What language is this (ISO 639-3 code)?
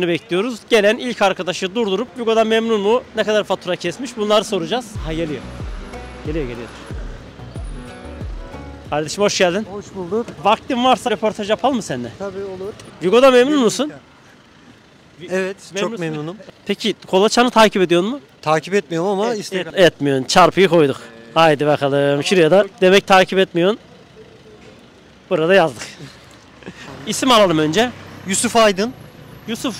tur